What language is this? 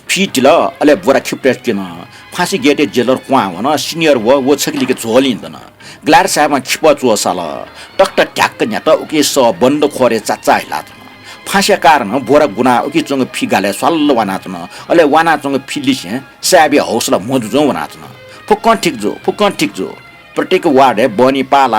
Newari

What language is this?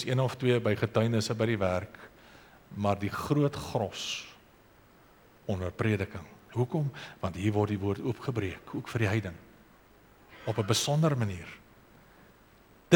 Afrikaans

